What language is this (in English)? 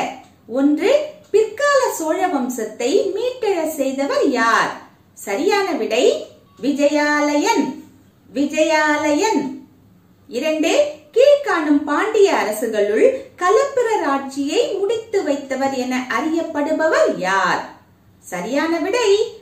Tamil